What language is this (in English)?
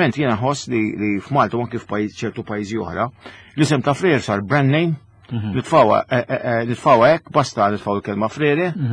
Maltese